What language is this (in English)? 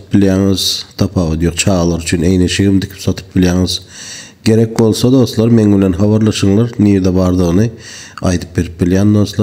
Turkmen